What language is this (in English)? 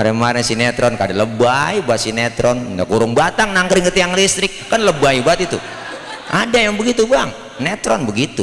Betawi